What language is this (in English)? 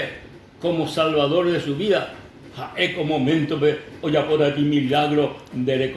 Guarani